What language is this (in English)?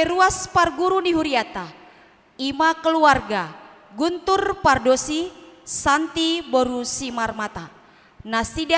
Batak Toba